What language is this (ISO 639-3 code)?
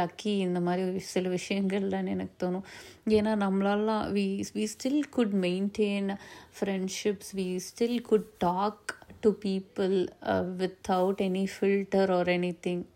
tam